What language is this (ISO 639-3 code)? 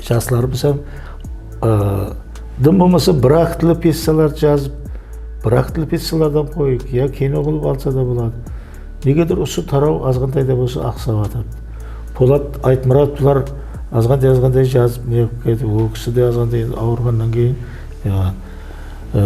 kaa